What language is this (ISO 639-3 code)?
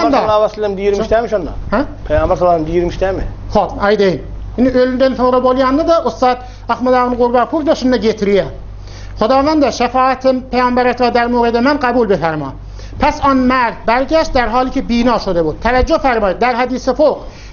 tuk